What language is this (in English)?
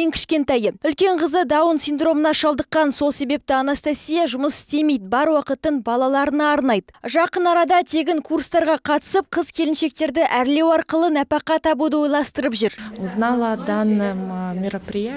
Kazakh